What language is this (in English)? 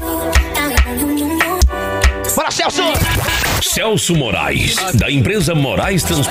Portuguese